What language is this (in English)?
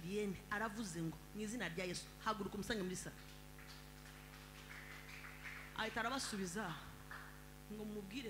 Kinyarwanda